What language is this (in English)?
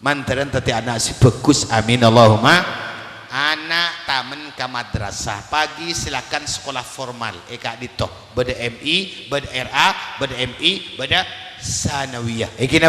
Madurese